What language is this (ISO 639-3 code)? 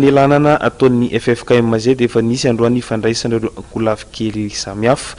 mlg